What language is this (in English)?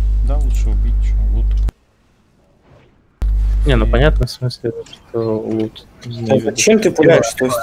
Russian